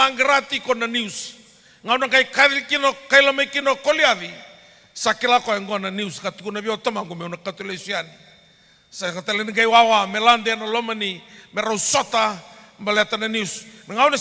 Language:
Fijian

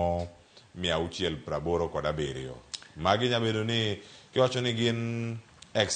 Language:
Luo (Kenya and Tanzania)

